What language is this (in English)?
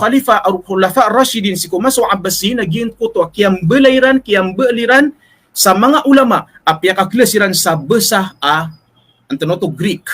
Maranao